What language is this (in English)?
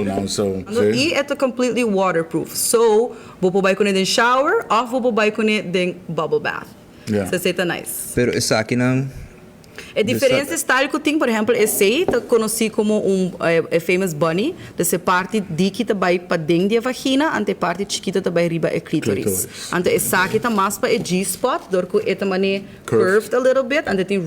Papiamento